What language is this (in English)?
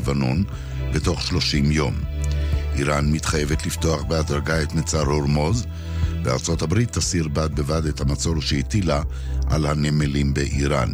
Hebrew